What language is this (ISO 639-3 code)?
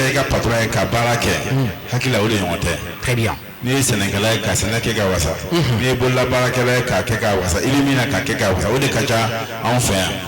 bam